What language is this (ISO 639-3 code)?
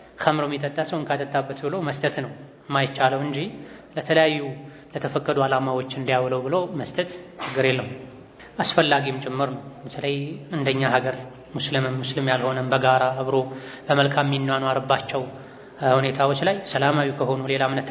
amh